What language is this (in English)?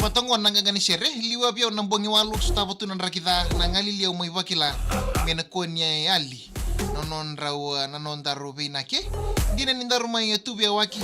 Fijian